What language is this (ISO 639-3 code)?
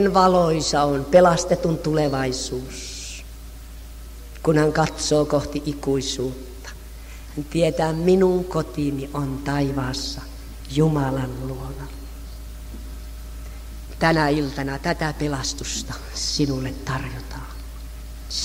fin